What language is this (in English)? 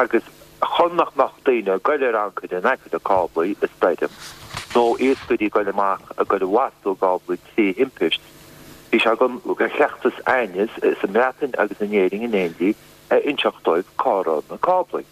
Irish